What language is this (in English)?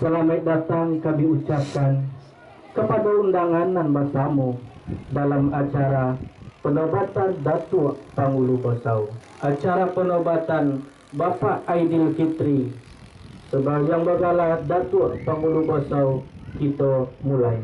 Minangkabau